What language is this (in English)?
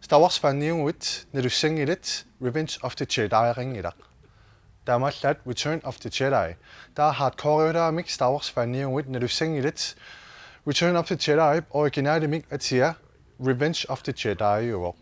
Kalaallisut